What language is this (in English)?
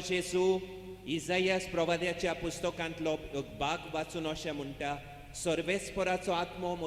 Konkani